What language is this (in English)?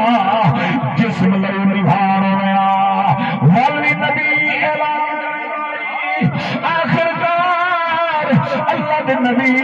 Saraiki